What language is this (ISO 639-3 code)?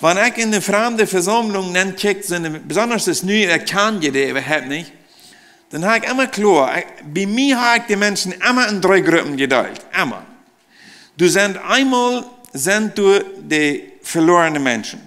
pdt